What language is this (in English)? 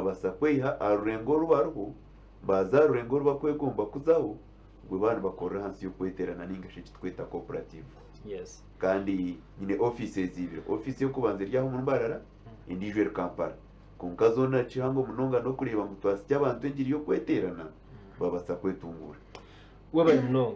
Nyankole